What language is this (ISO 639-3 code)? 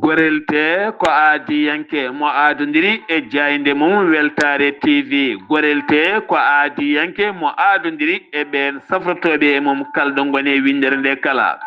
ful